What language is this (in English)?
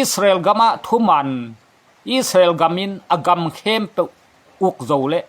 Tedim Chin